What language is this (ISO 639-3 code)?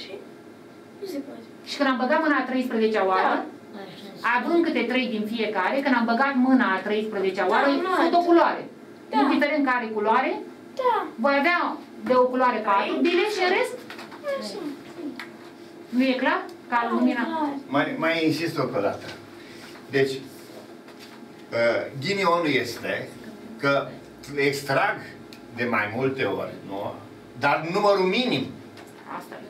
ron